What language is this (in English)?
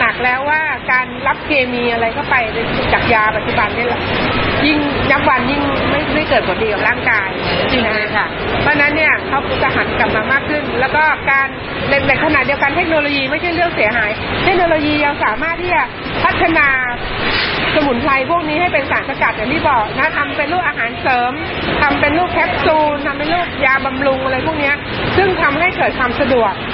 Thai